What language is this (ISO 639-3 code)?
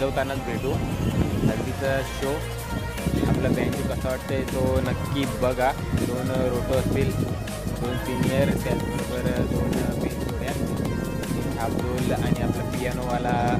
mar